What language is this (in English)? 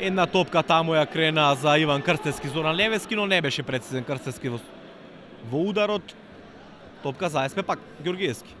Macedonian